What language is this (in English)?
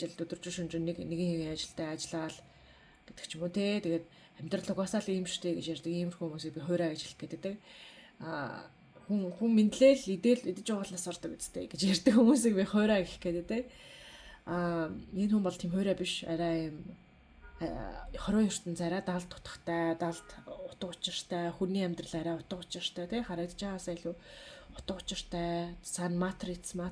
Mongolian